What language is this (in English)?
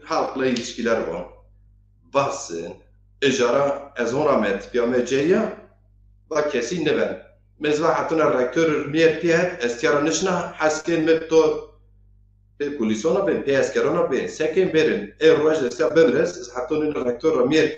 Zaza